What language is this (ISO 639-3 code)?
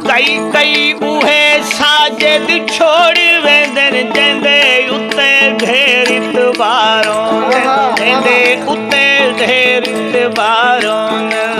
skr